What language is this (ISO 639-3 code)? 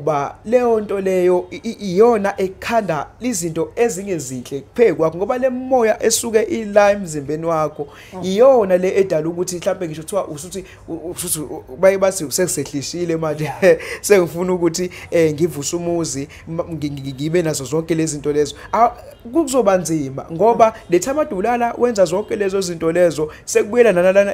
zul